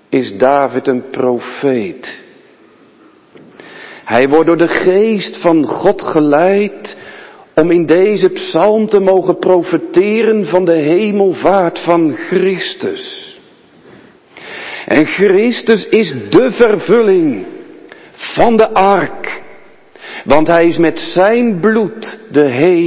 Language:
Dutch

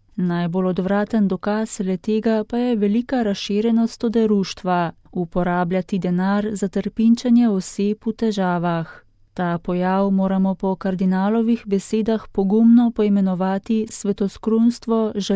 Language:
Slovenian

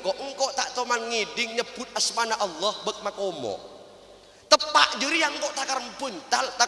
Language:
Madurese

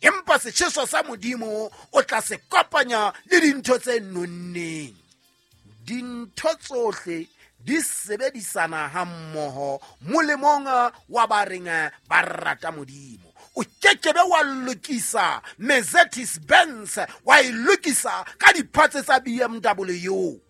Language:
Southern Sotho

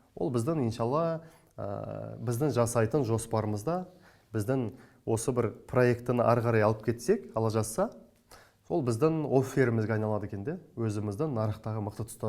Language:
Kazakh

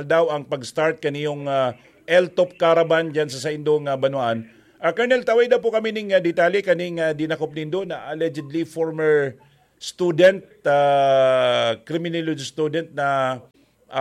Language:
Bikol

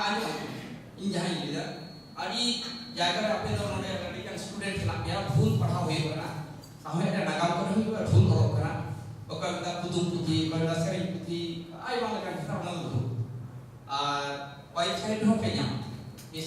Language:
Santali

